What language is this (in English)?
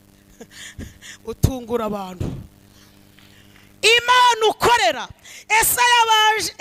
Kinyarwanda